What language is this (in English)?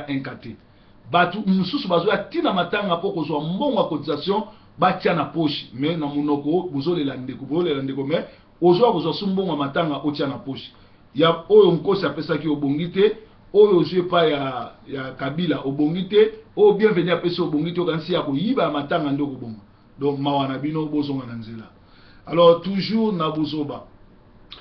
Lingala